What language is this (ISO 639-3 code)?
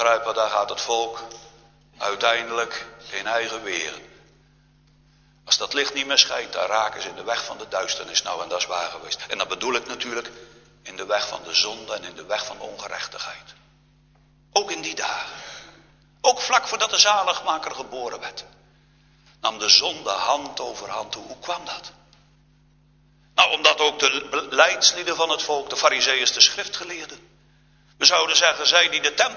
nld